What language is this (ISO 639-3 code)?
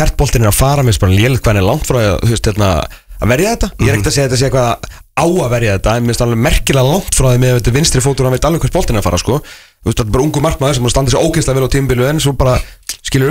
isl